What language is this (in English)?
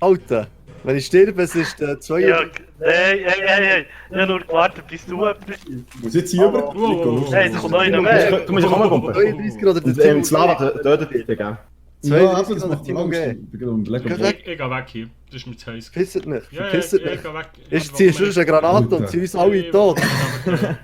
Swiss German